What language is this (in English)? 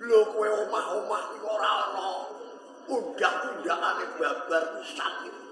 Javanese